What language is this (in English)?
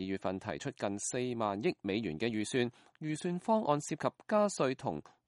Cantonese